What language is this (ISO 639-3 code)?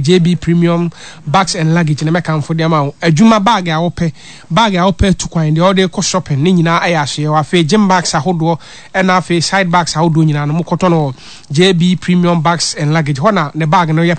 aka